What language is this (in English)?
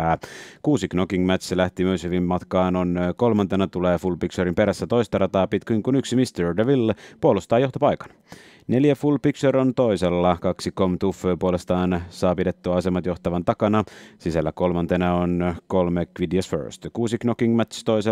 Finnish